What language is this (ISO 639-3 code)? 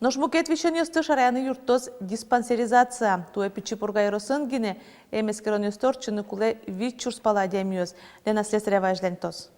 udm